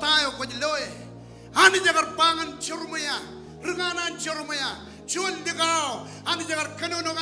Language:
Marshallese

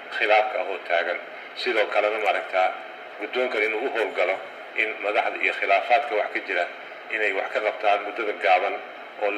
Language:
Somali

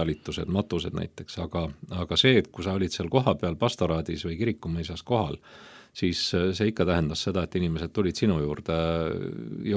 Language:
Estonian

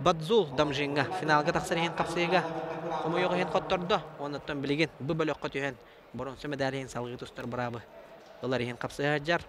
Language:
Yakut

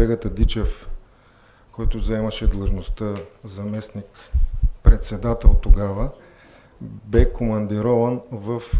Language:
Bulgarian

